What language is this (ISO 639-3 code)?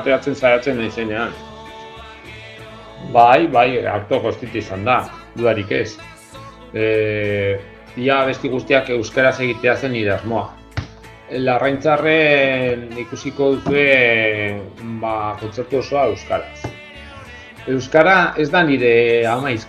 eus